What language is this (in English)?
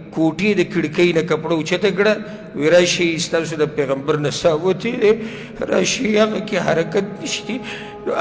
Pashto